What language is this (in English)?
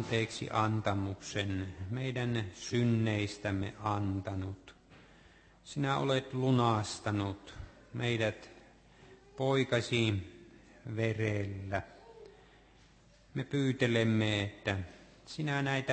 Finnish